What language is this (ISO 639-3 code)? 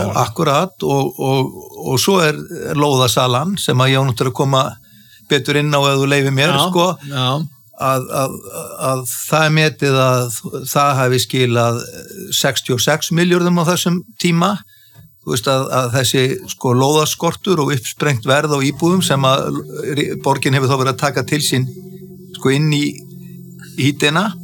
isl